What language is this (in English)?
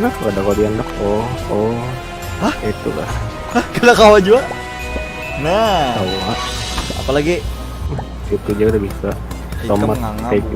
Banjar